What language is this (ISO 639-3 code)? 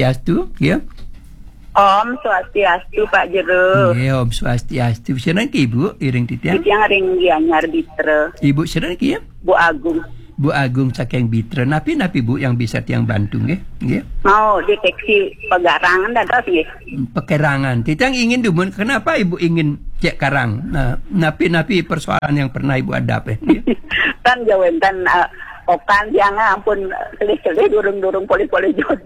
ban